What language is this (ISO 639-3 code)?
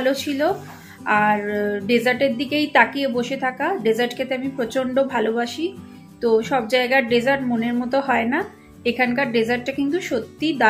ben